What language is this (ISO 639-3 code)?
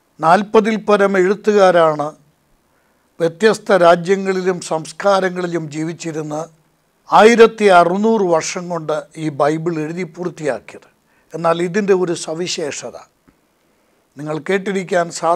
mal